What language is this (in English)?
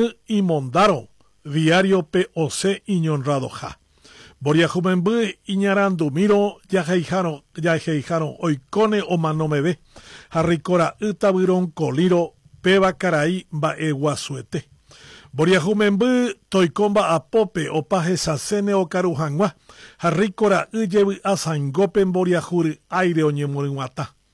Guarani